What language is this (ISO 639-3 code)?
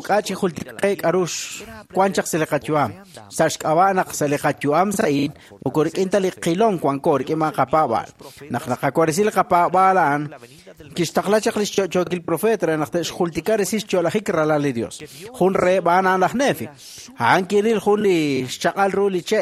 kek